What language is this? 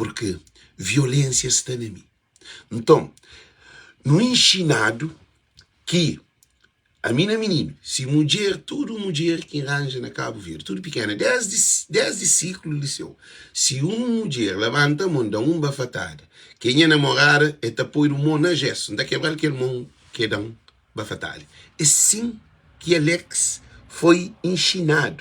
Kabuverdianu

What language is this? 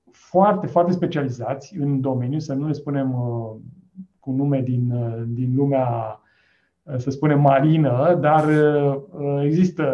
Romanian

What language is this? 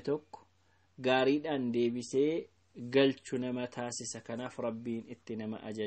Oromo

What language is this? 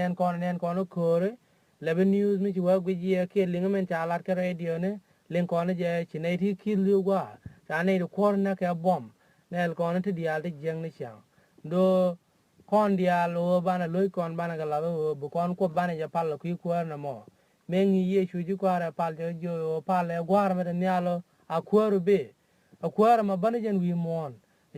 Nuer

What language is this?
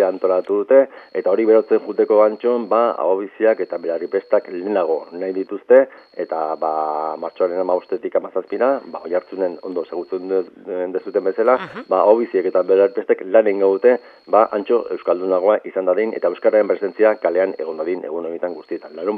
Basque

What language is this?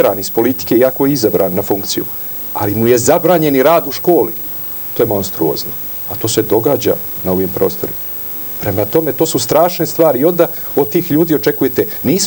Serbian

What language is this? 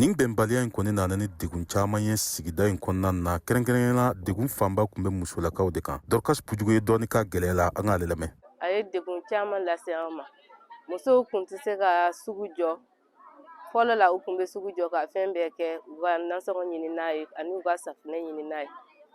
Bambara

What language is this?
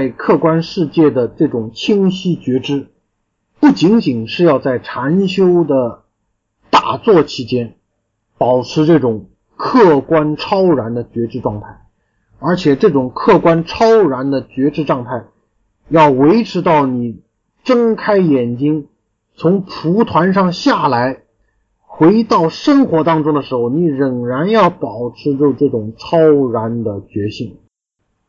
Chinese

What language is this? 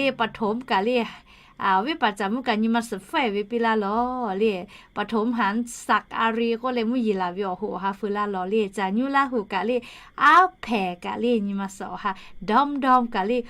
Lahu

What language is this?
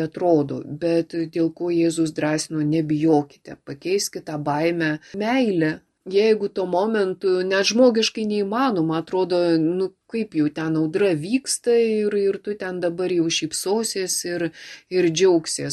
Lithuanian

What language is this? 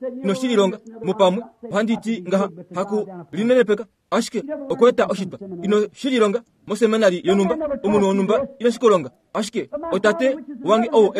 Kuanyama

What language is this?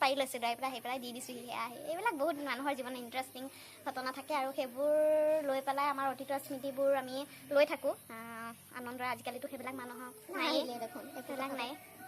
Assamese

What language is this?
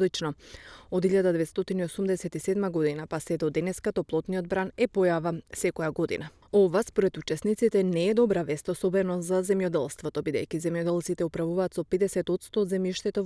Macedonian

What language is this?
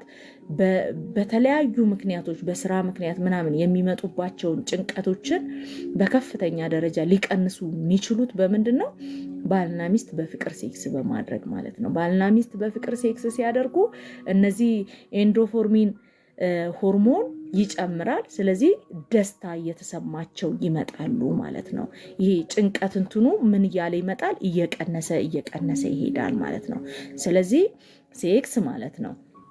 Amharic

